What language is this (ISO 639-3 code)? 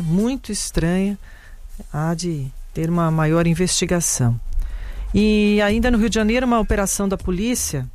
por